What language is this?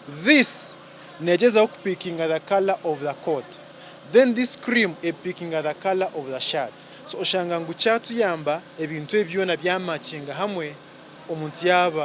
Nyankole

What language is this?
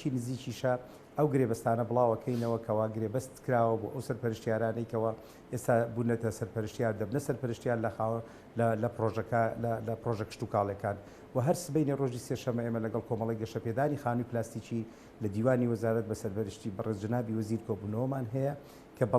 Central Kurdish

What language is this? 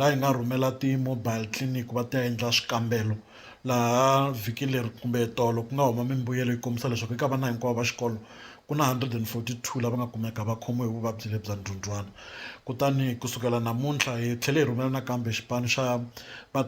Tsonga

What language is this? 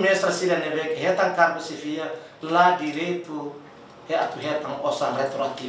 Tetum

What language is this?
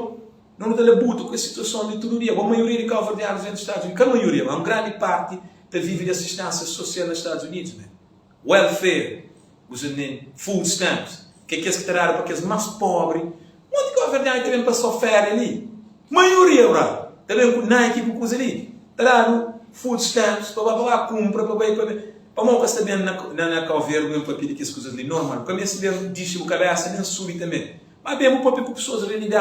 Kabuverdianu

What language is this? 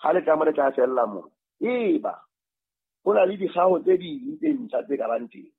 Southern Sotho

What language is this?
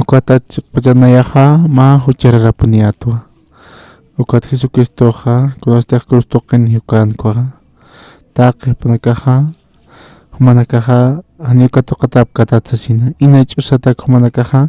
Aymara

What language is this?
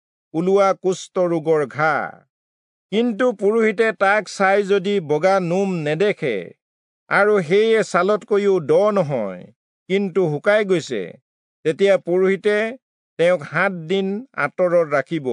Assamese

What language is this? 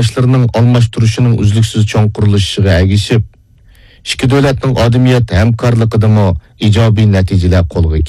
Uyghur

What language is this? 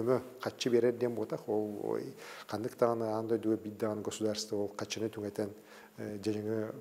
Yakut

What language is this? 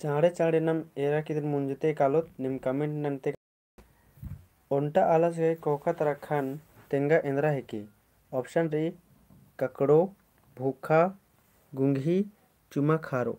Kurukh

